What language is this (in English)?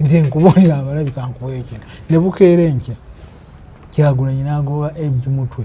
Ganda